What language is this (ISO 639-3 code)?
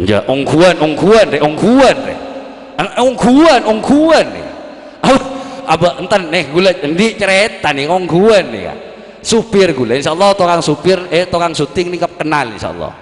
mad